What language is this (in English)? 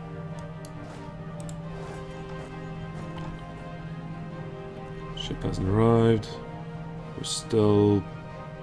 English